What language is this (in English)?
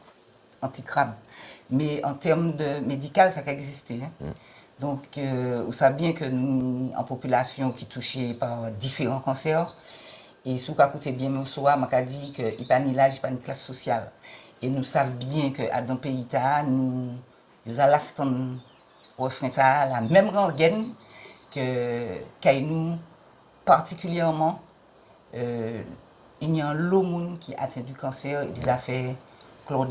Guadeloupean Creole French